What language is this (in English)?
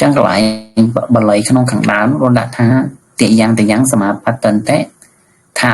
Khmer